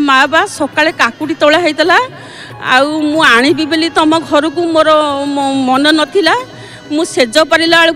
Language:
Odia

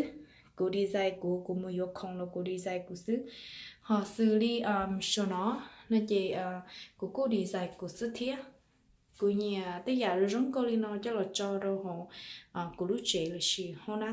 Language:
Hmong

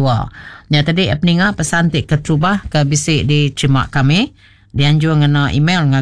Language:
Iban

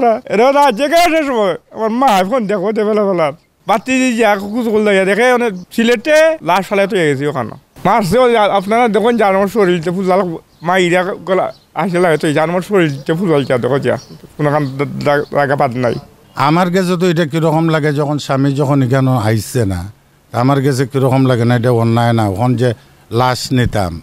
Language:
Sylheti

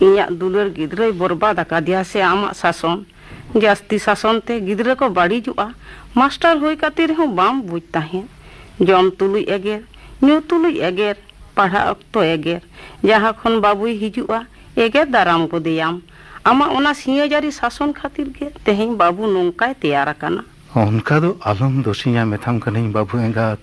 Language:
Santali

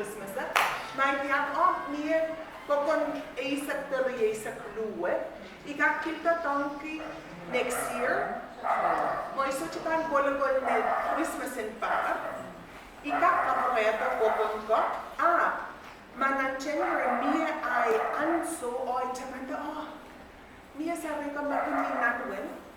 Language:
Pohnpeian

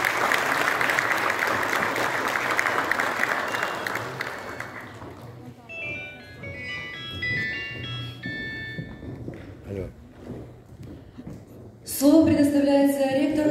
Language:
Russian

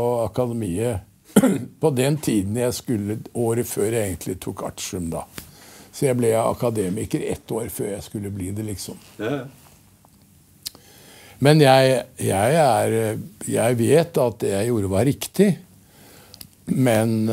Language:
Norwegian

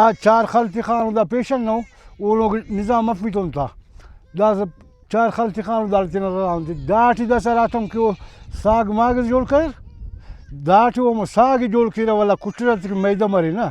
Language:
Brahui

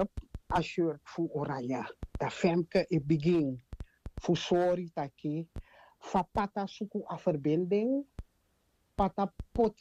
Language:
Sranan Tongo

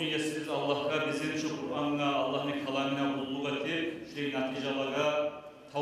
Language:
Kumyk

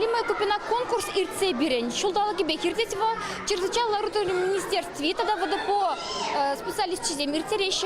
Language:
Chuvash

